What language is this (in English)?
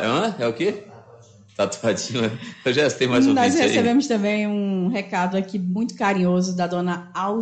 Portuguese